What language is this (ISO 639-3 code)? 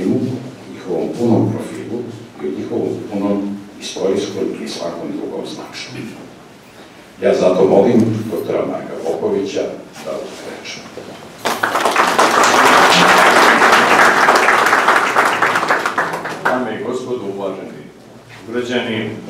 srp